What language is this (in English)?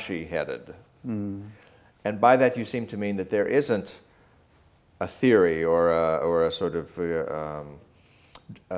English